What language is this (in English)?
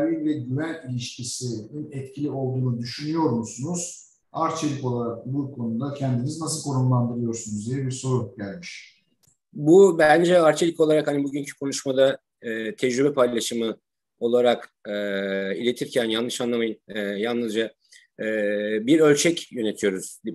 Turkish